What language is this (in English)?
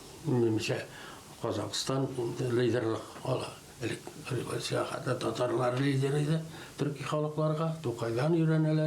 Tatar